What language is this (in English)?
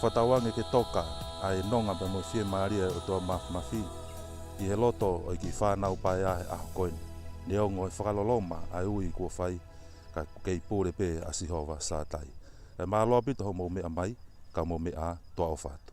Tongan